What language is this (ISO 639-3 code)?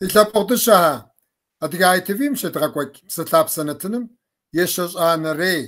kbd